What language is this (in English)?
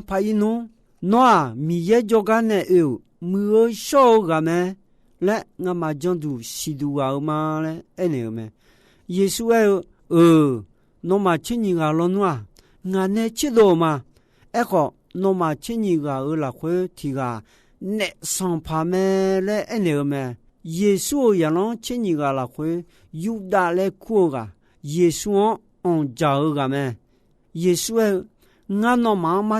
Akha